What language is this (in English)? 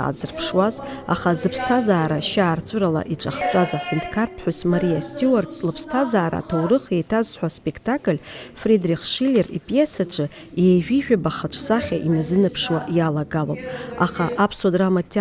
Abkhazian